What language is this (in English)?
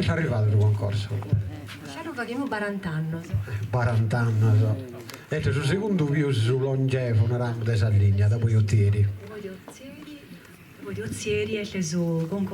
Sardinian